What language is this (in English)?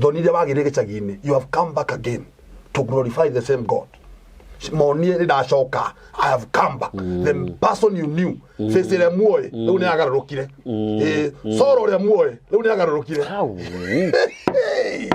Kikuyu